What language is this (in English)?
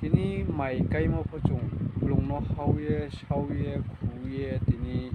Riang (India)